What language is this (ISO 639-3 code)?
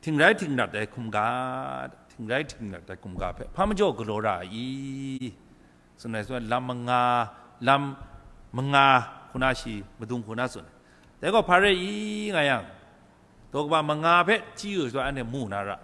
kac